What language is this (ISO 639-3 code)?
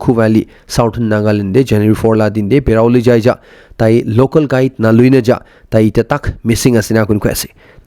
nag